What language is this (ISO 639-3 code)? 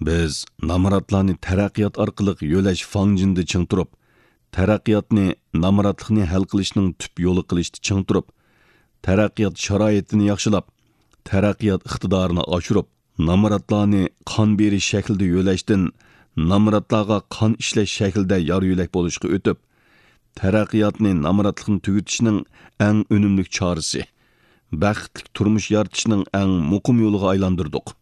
uig